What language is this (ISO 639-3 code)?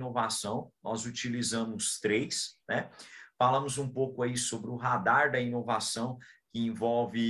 por